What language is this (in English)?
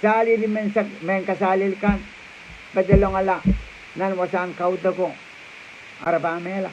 Pohnpeian